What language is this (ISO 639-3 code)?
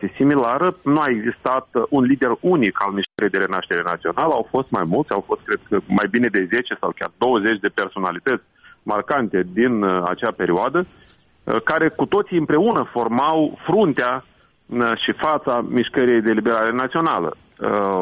ron